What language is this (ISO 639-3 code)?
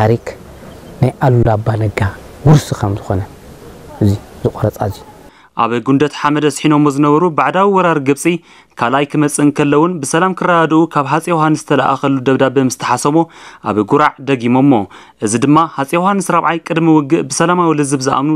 tir